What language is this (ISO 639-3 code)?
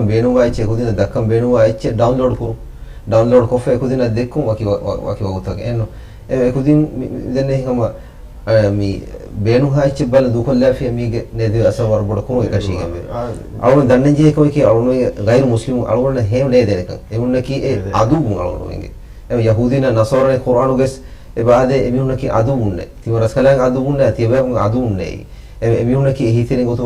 div